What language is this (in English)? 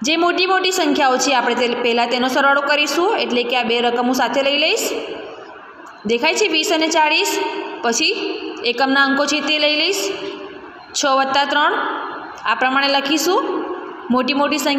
Gujarati